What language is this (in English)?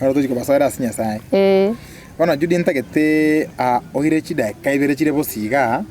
Gusii